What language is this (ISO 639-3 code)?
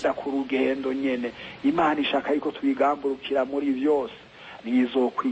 run